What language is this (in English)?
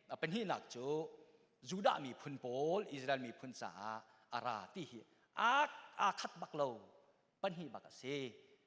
Hakha Chin